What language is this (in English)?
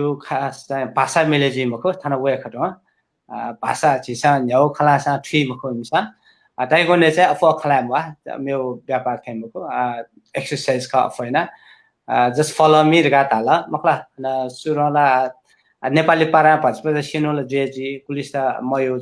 Newari